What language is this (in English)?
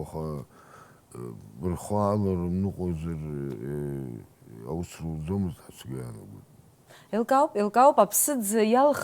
Abkhazian